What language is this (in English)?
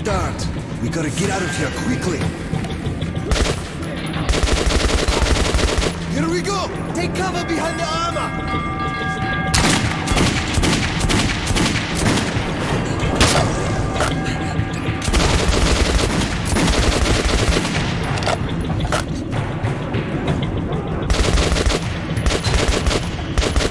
English